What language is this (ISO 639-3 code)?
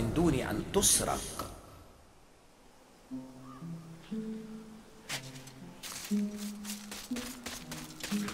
ara